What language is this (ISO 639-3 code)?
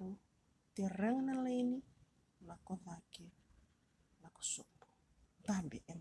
fij